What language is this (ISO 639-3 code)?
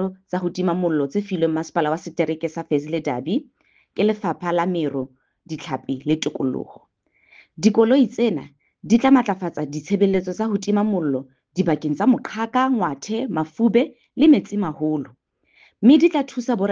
sot